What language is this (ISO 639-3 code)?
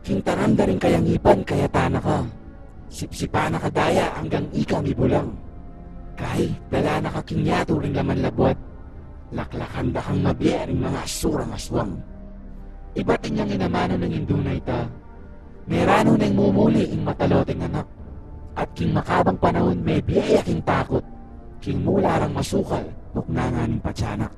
pam